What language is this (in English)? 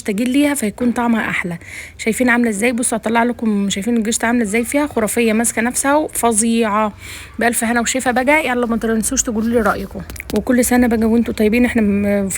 Egyptian Arabic